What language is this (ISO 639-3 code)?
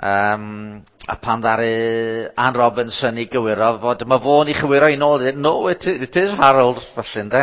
cym